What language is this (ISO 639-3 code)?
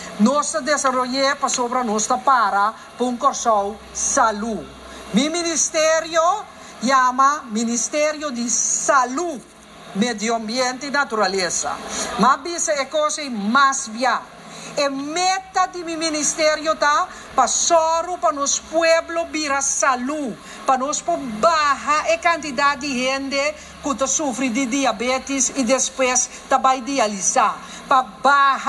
pap